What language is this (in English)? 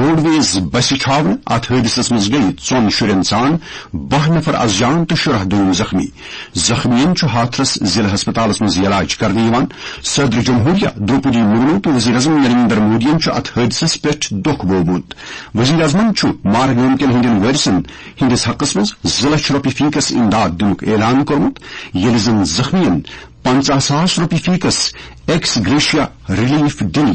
Kashmiri